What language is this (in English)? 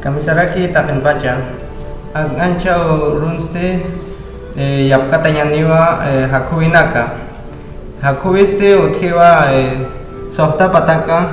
Aymara